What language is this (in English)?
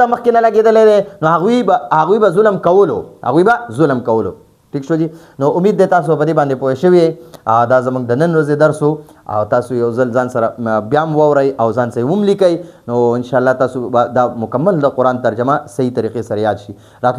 Pashto